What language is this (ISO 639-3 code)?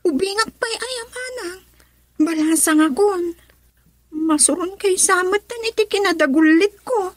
ilo